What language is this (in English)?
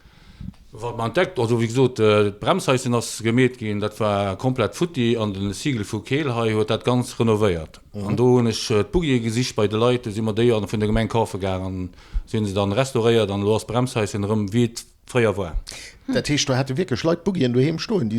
Luxembourgish